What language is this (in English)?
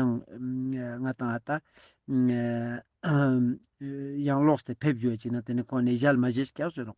Ladakhi